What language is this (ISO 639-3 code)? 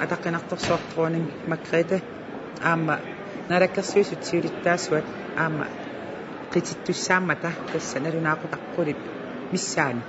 kal